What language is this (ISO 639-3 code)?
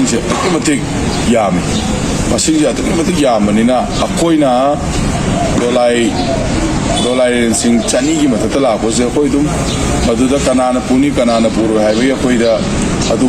mni